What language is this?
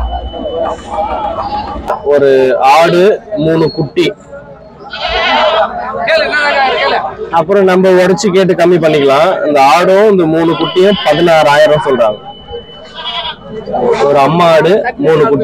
Tamil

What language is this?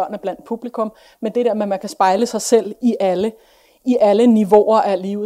Danish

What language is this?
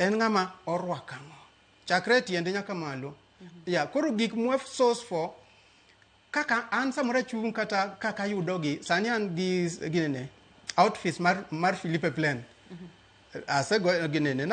Luo (Kenya and Tanzania)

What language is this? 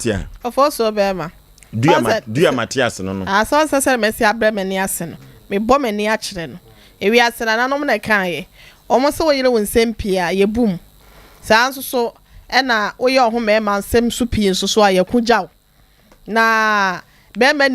Akan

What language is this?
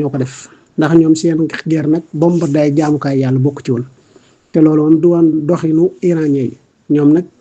Wolof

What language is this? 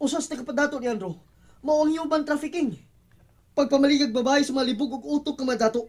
Cebuano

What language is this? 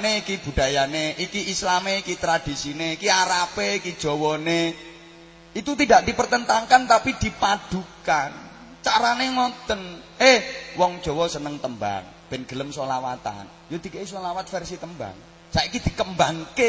Javanese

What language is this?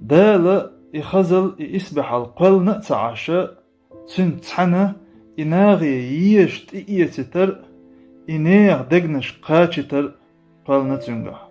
Chechen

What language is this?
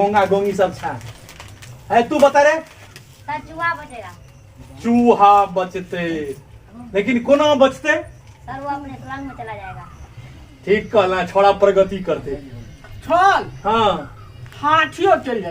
Maithili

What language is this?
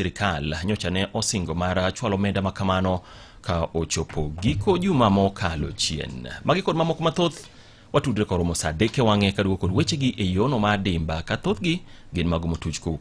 Luo (Kenya and Tanzania)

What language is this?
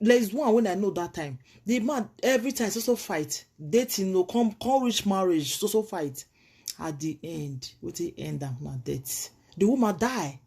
Nigerian Pidgin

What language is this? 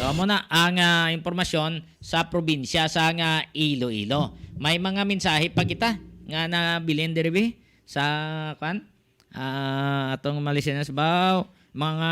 Hiligaynon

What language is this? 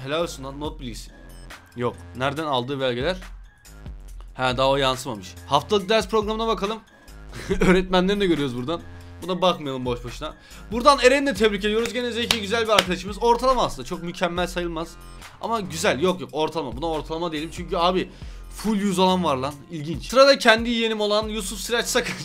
Turkish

